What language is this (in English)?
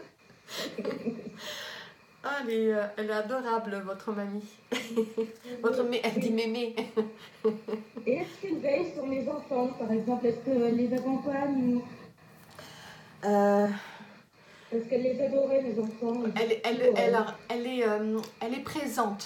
French